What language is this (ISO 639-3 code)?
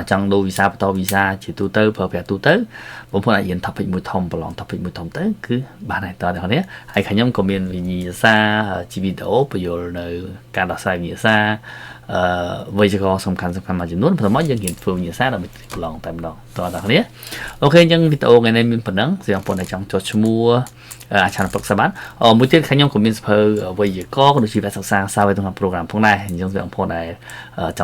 khm